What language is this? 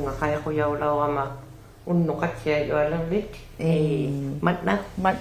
Inuktitut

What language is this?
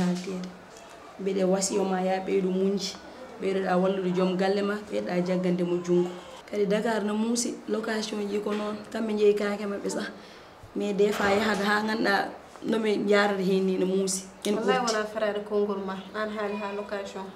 Fula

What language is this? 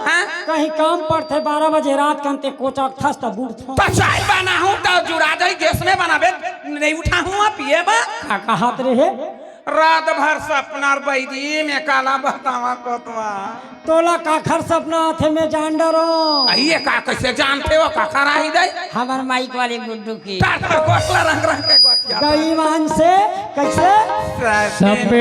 Chhattisgarhi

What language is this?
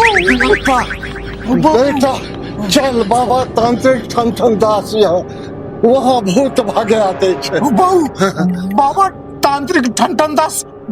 Maithili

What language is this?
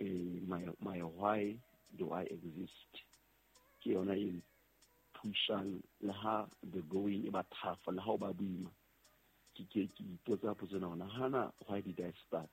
Southern Sotho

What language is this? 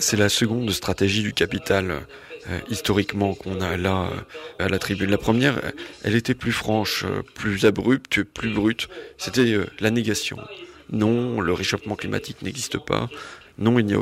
French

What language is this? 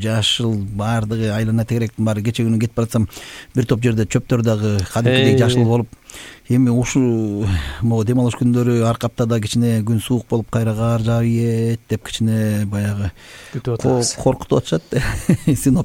Kyrgyz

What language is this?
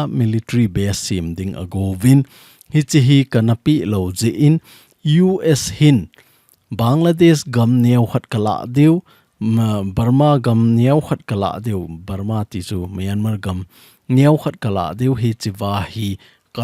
Thado Chin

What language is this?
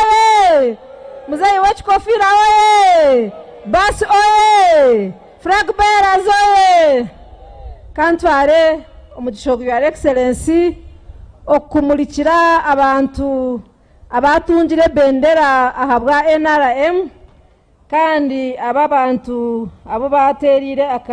Nyankole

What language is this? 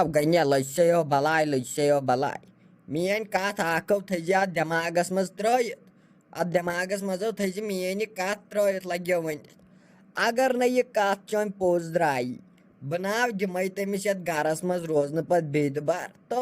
Kashmiri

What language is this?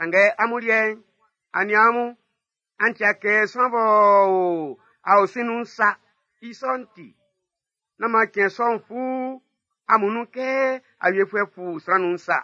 Baoulé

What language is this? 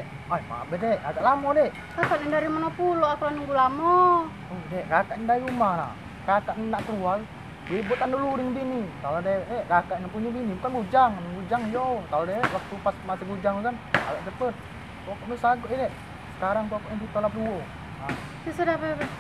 Musi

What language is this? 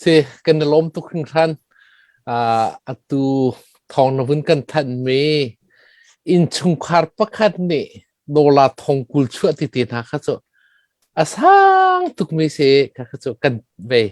Hakha Chin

